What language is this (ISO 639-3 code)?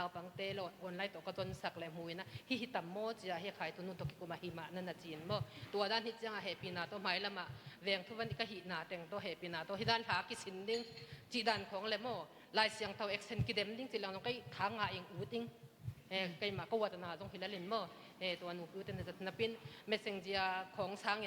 ctd